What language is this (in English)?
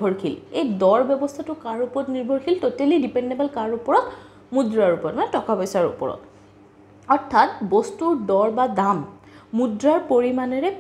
Assamese